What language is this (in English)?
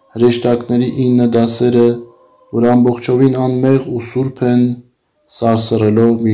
Armenian